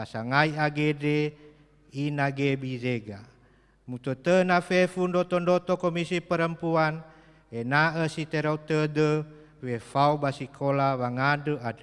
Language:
Nias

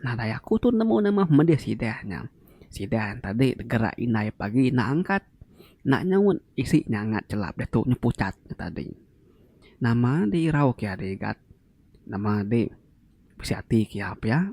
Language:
Iban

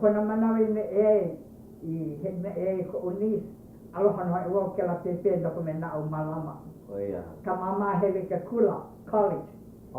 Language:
Hawaiian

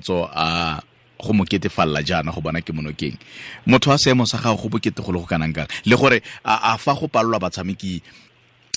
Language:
Tswana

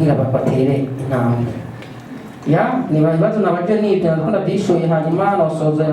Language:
Rundi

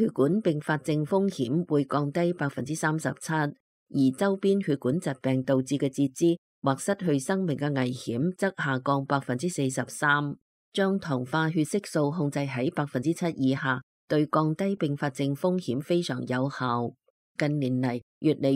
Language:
Cantonese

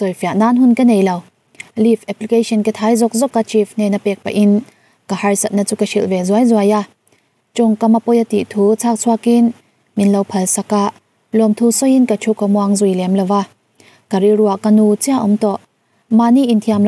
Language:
Mizo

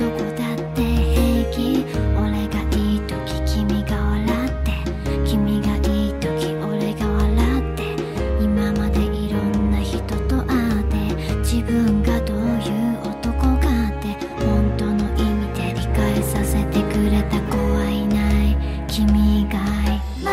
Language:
Japanese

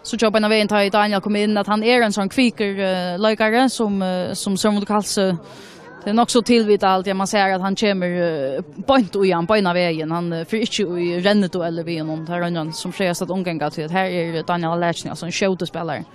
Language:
Faroese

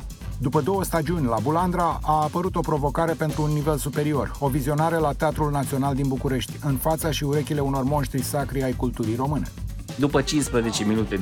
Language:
Romanian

